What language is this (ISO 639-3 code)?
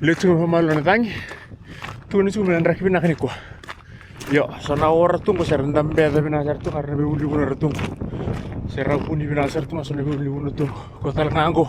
fij